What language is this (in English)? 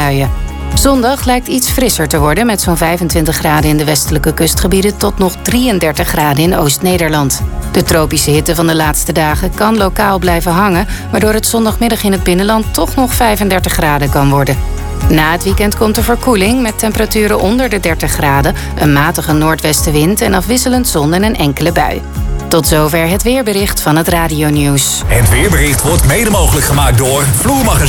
Dutch